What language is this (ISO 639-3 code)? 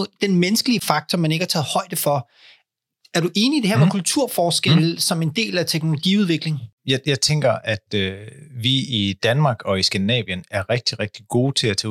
dan